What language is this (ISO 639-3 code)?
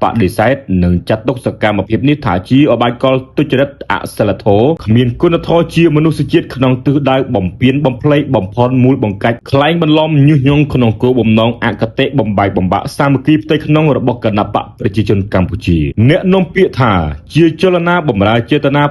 khm